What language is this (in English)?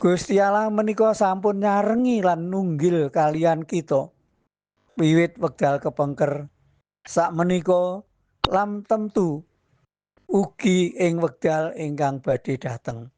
Javanese